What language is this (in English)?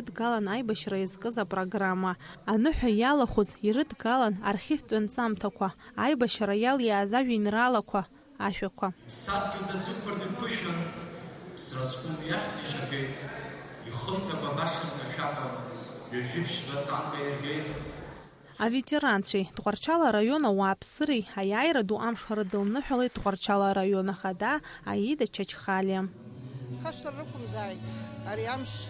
Abkhazian